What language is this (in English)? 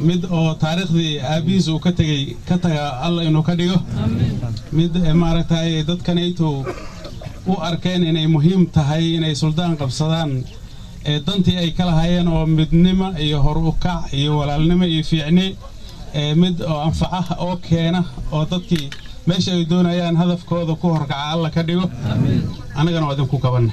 Somali